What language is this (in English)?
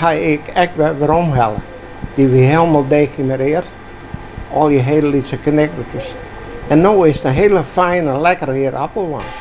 Western Frisian